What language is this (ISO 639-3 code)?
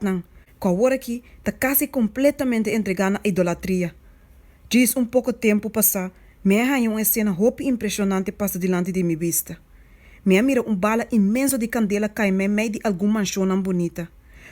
pap